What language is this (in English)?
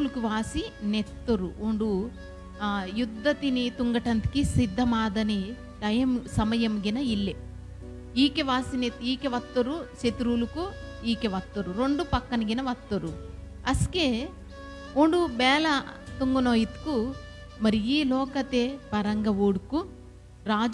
Koya